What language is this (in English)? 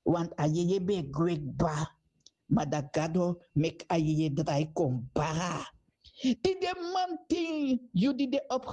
Sranan Tongo